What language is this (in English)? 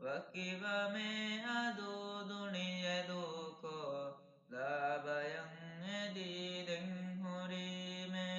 Divehi